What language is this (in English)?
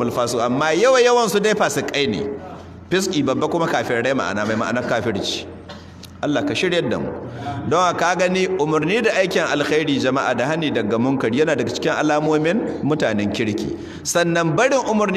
Hausa